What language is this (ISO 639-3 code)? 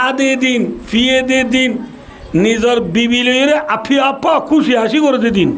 rhg